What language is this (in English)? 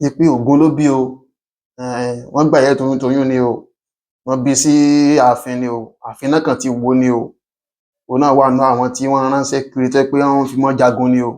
Yoruba